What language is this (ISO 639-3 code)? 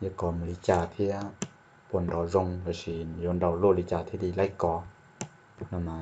hmn